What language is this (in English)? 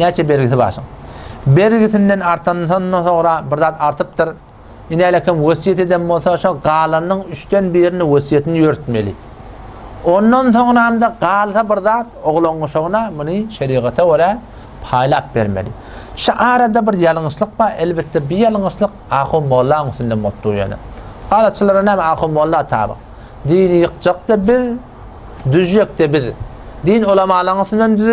Turkmen